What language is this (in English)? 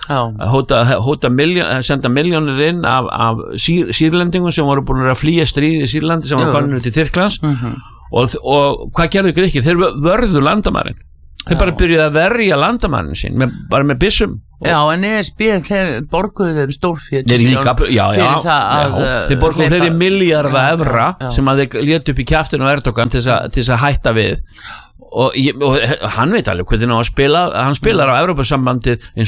Icelandic